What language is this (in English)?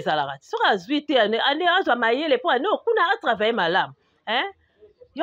Lingala